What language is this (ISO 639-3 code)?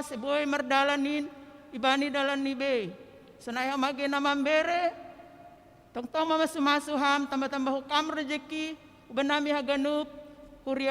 bts